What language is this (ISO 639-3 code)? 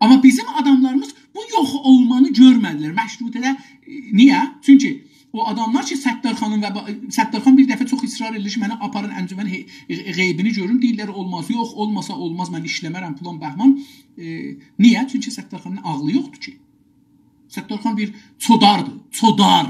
azb